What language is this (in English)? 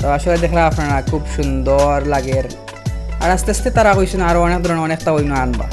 Sylheti